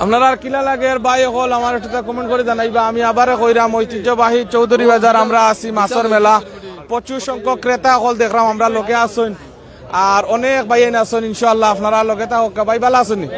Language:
Sylheti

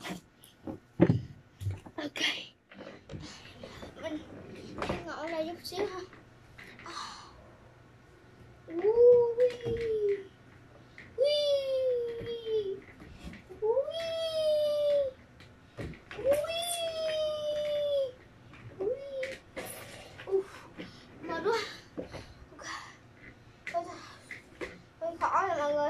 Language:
Vietnamese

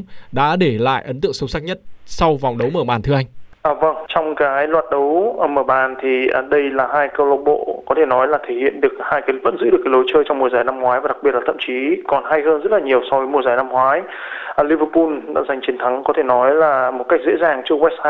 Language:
Vietnamese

